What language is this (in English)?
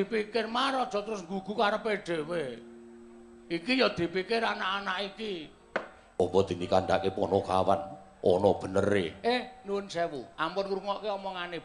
Javanese